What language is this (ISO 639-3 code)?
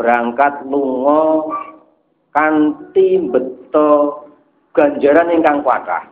jav